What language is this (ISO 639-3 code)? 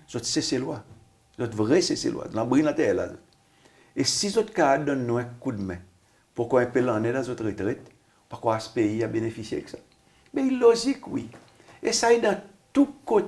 crs